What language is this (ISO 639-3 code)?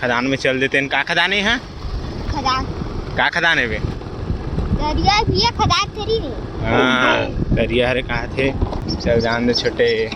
hne